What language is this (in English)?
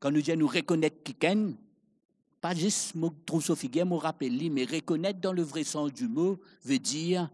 Morisyen